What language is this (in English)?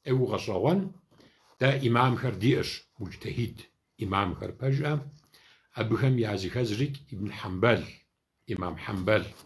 Kabardian